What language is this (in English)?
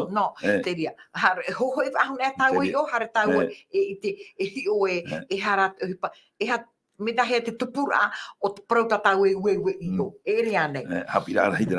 Tahitian